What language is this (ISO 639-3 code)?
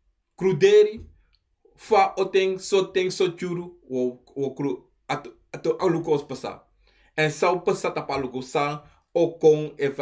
srn